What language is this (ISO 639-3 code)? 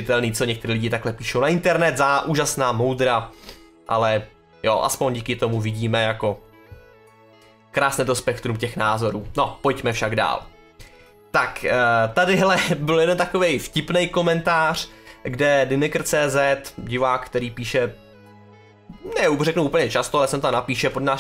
ces